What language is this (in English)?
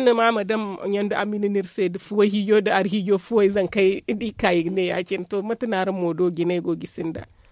Zarma